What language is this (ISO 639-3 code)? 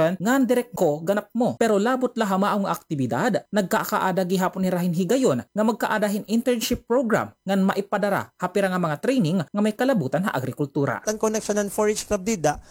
war